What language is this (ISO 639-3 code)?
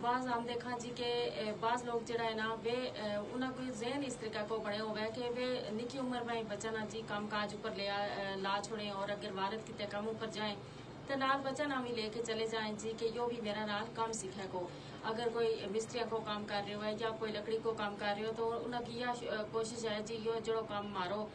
gju